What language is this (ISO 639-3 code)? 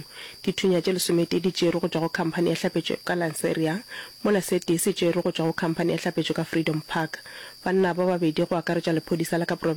nso